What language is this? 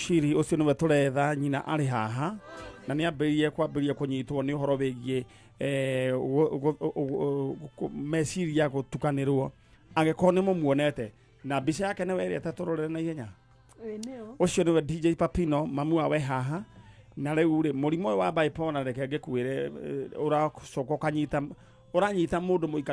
Kikuyu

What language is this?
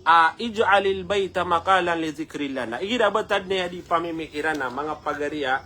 Maranao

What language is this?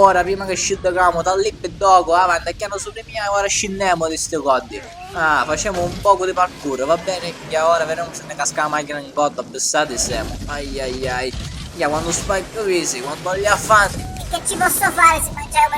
Sicilian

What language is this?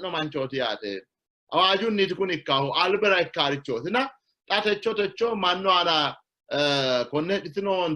Sidamo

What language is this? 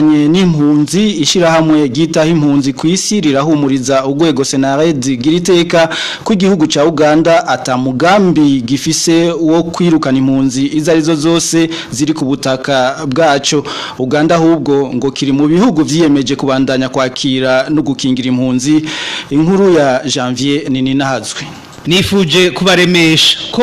Rundi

